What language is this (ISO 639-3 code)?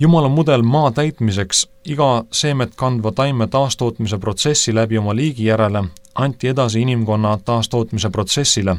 est